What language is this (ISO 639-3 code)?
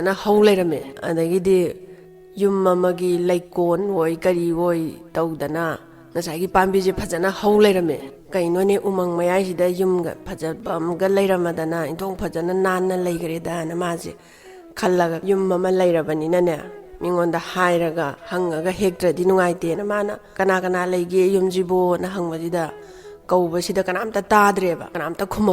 mni